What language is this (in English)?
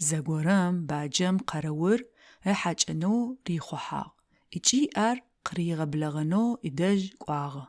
Adyghe